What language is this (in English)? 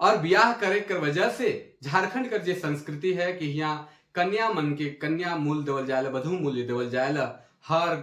Sadri